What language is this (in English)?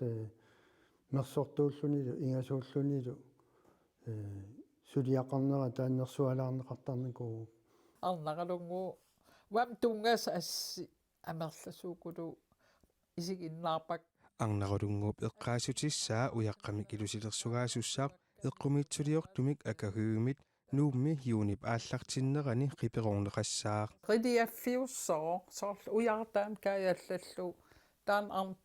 Kalaallisut